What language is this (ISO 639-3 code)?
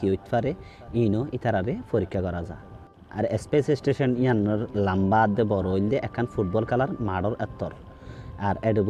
rhg